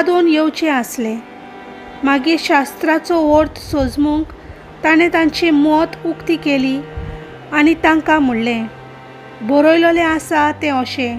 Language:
Konkani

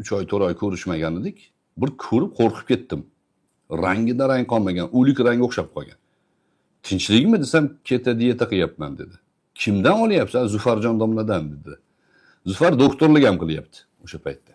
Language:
Uzbek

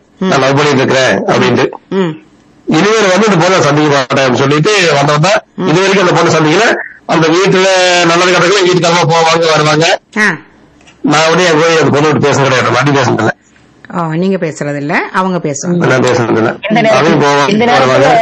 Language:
Tamil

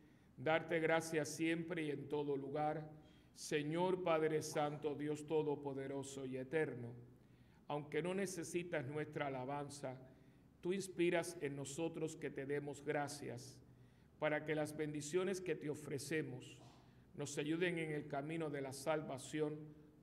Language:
Spanish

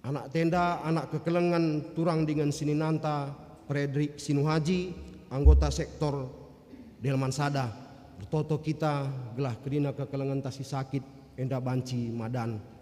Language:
Batak Karo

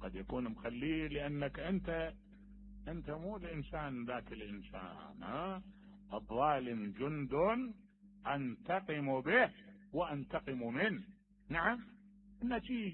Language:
Mesopotamian Arabic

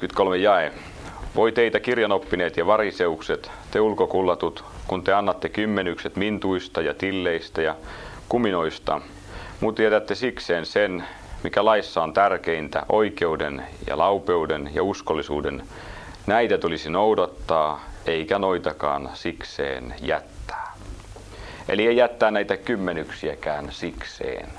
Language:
Finnish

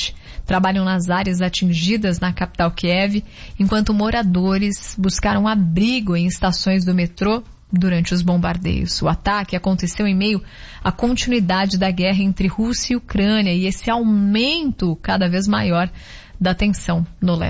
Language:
Portuguese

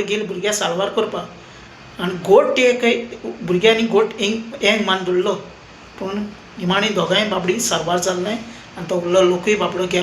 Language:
Konkani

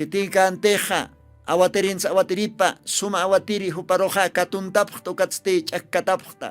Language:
Aymara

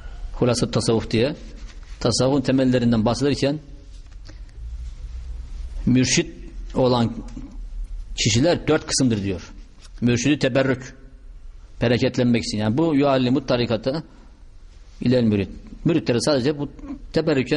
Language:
Turkish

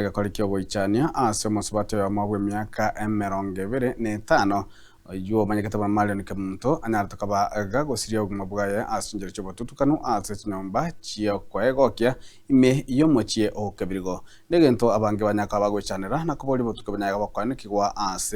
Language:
Gusii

